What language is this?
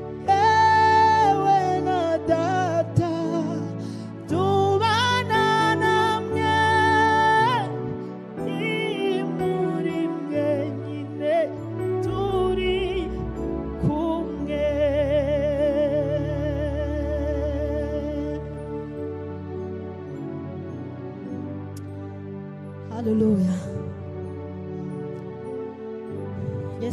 Kinyarwanda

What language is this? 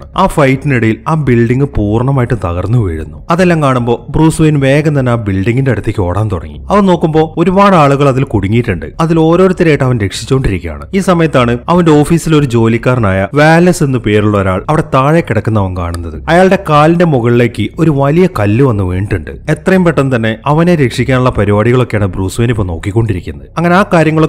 Malayalam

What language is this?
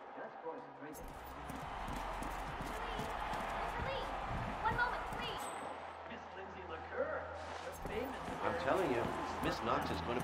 English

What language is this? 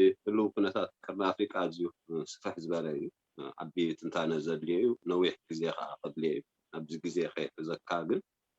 Tigrinya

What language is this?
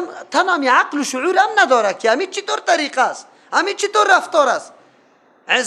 Persian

